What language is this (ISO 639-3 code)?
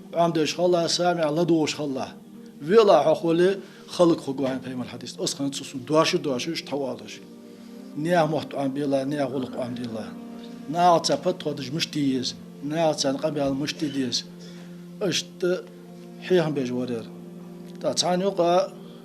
inh